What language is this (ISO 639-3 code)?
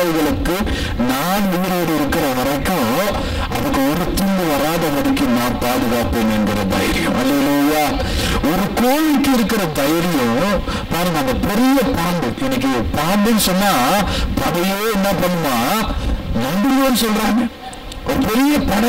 tam